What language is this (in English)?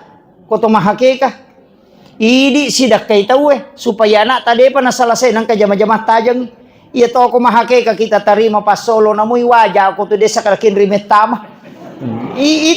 Buginese